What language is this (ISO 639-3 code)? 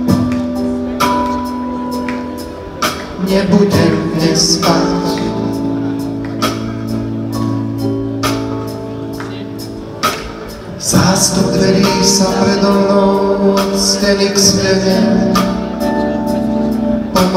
slk